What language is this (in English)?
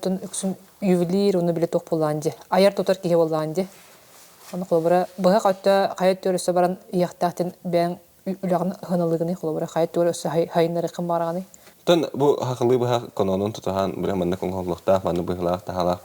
Yakut